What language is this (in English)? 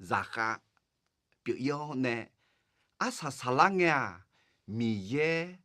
Akha